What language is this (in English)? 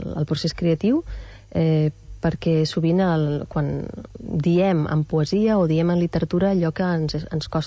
Catalan